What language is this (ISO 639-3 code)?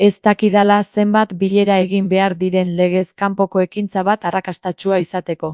eus